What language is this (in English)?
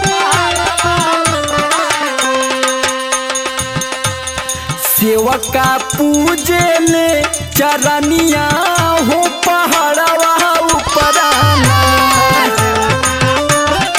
Bhojpuri